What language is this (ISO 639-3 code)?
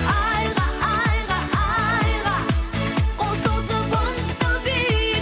kaz